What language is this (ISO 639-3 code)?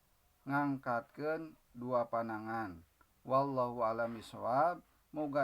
sun